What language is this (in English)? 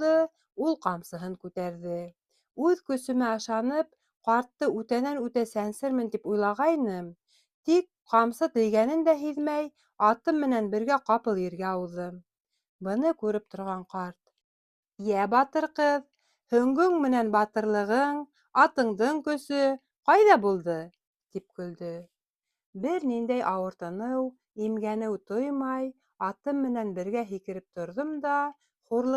Bashkir